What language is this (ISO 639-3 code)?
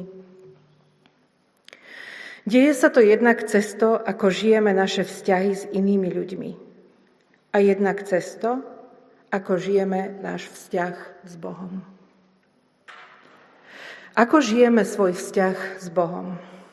slk